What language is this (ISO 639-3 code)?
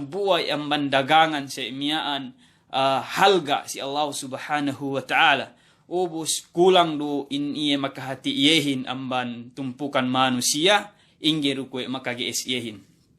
yka